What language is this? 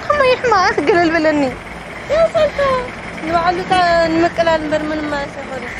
Tigrinya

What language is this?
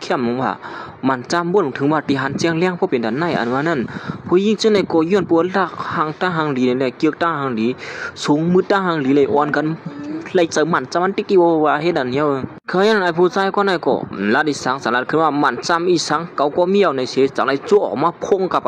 Shan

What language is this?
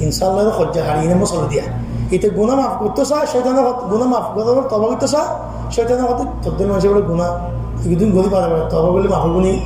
Rohingya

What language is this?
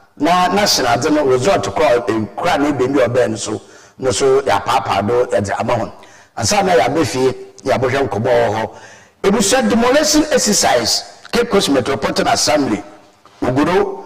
Akan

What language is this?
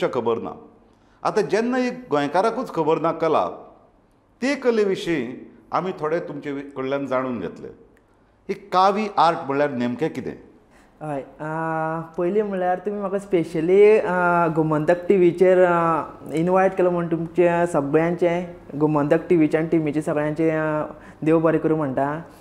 Konkani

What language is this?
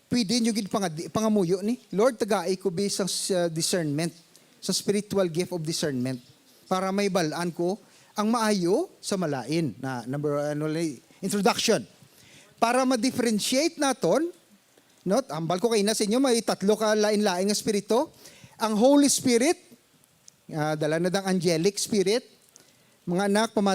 Hiligaynon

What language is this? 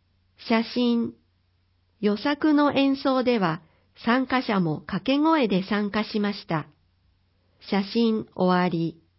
Japanese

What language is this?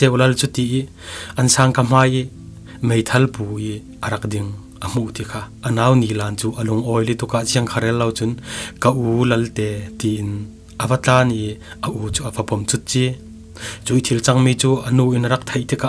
Falam Chin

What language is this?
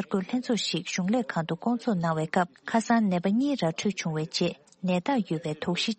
Tibetan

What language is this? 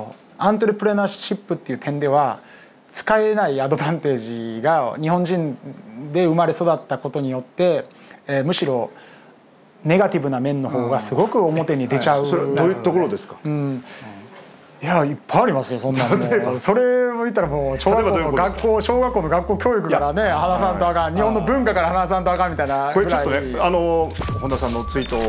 Japanese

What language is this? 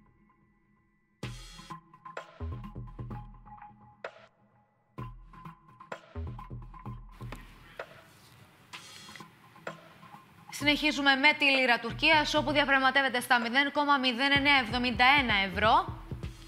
Greek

